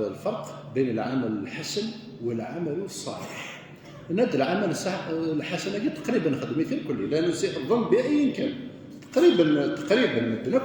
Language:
Kabyle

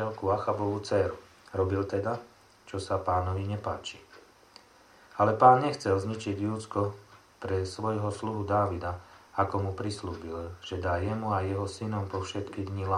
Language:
Slovak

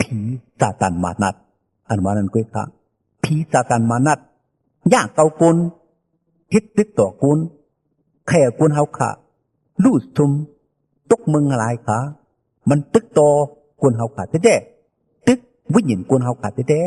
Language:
Shan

